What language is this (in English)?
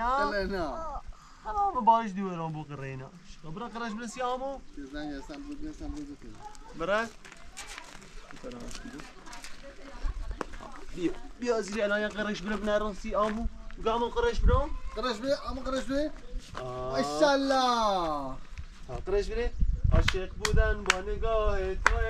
Persian